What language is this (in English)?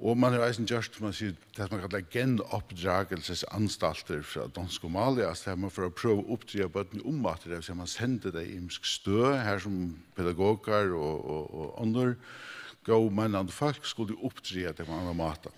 Faroese